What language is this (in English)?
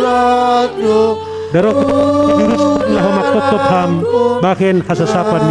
Batak Simalungun